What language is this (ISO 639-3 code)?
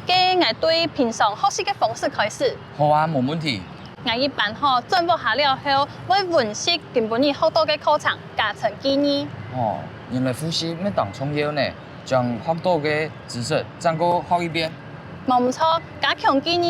hak